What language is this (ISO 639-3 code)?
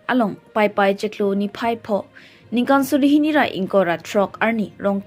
mjw